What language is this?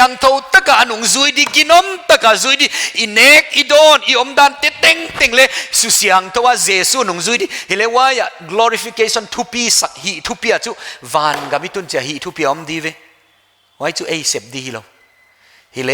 Paite Chin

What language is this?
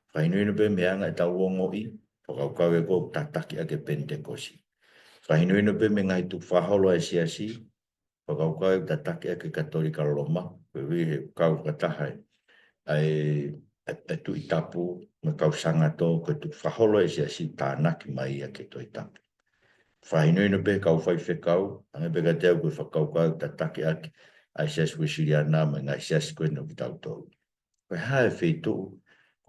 Tongan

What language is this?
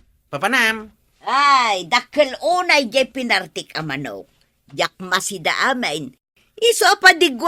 Iloko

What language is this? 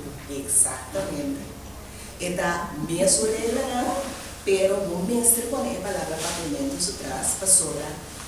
Papiamento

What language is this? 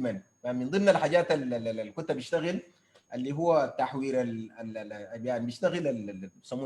Sudanese Arabic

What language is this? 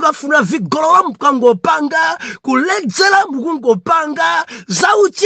Nyanja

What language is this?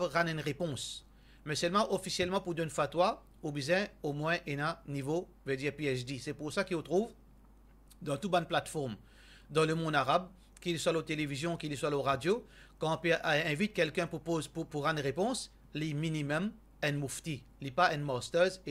Morisyen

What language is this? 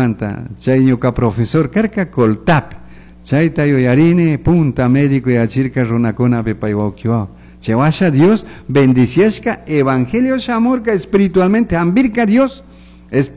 Chimborazo Highland Quichua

